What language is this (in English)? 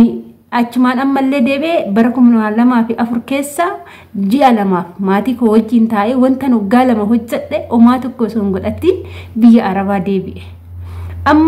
Oromo